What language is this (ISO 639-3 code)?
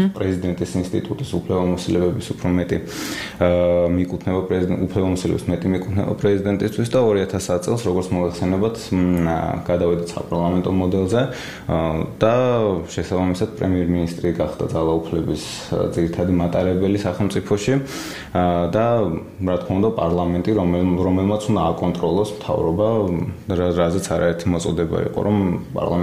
kat